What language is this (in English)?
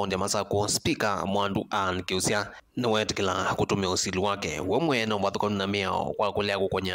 Kamba